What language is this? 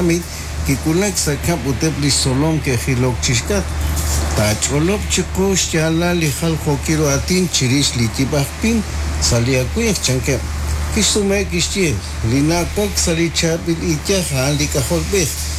Kekchí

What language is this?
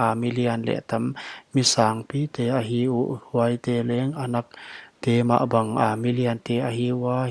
Paite Chin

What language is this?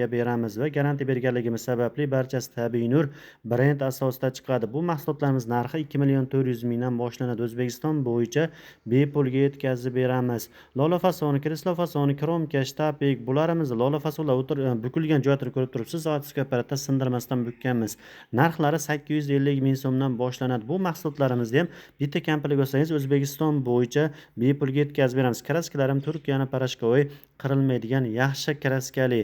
Uzbek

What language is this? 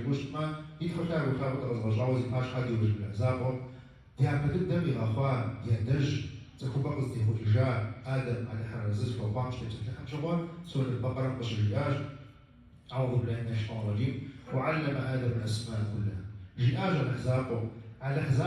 Kabardian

